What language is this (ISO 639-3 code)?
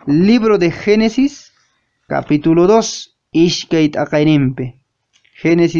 que